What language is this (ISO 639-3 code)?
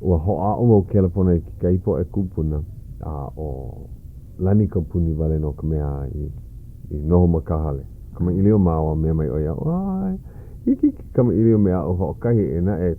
haw